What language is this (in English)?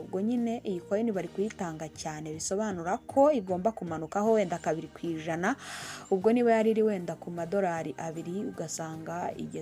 Kinyarwanda